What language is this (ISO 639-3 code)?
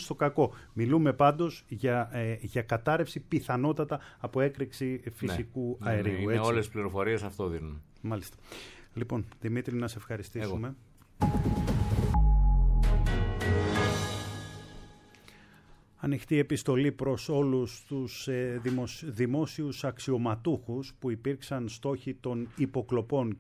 ell